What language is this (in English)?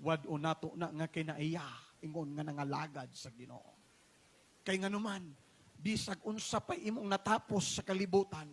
Cebuano